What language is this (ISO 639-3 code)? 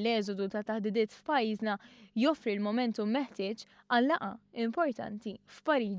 mlt